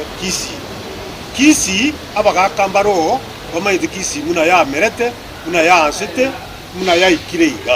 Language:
Gusii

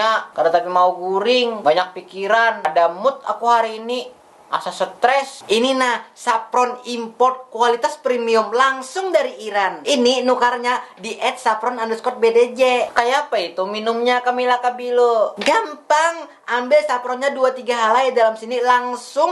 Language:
Banjar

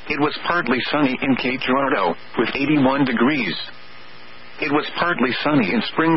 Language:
English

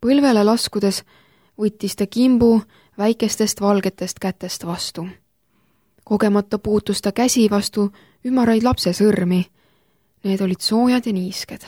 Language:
Estonian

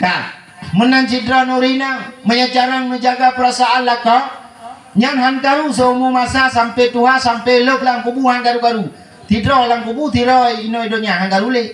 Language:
Achinese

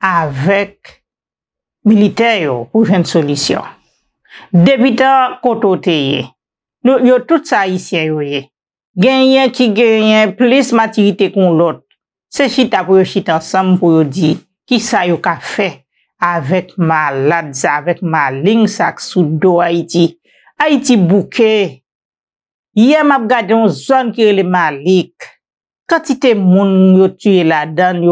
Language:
Haitian Creole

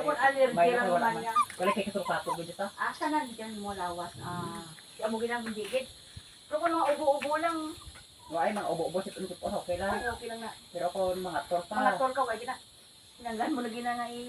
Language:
Hiligaynon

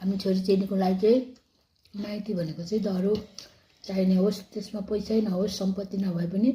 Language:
Nepali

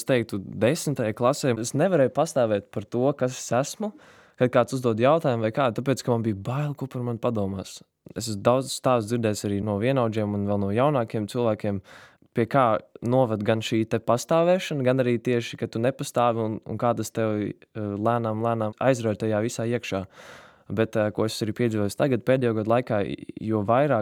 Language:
Latvian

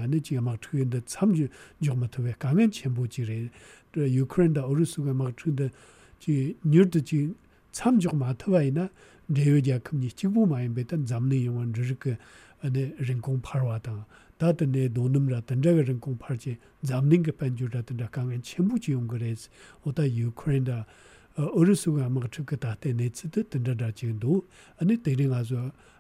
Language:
Tibetan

